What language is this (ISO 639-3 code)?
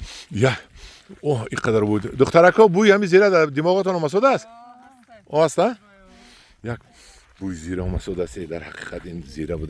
tgk